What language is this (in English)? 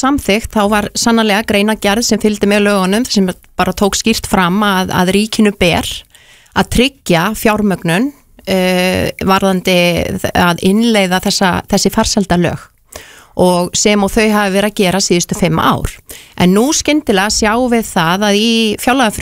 Icelandic